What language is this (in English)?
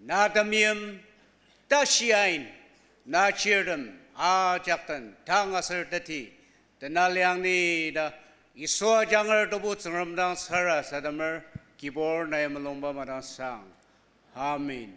Ao Naga